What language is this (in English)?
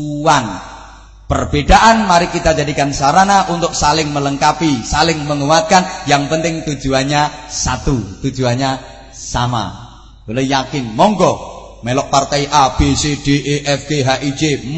Javanese